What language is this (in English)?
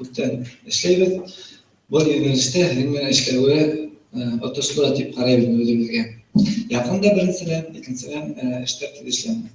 Bashkir